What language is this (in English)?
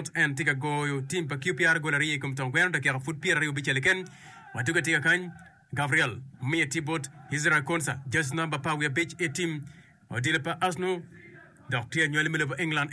Acoli